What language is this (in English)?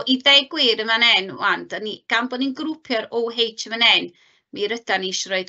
Welsh